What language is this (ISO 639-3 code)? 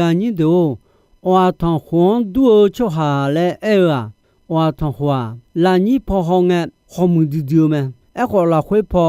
ahk